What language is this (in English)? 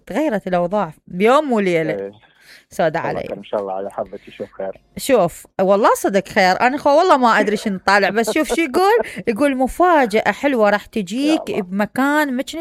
Mesopotamian Arabic